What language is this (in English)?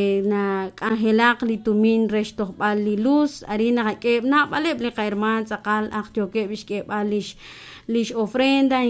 Kekchí